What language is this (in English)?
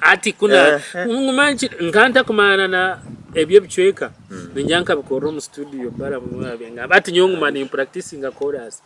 Nyankole